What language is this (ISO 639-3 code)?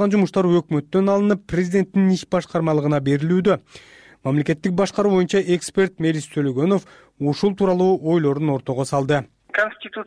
kir